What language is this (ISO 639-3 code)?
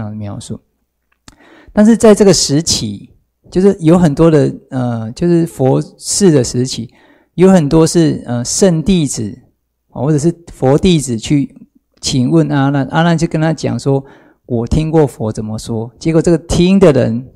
zho